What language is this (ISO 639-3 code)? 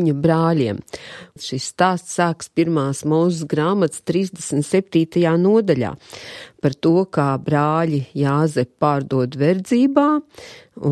lav